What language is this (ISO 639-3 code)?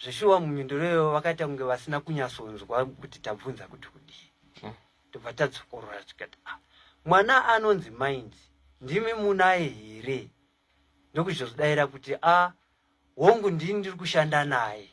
sna